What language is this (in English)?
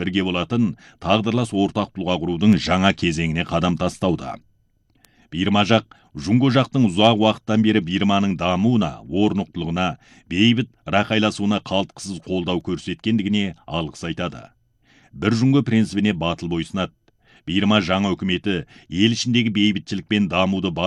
Kazakh